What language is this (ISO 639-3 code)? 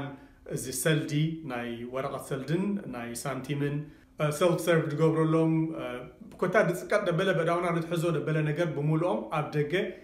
tir